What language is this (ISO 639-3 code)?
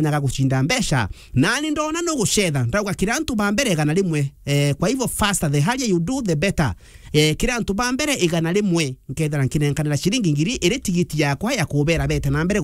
mer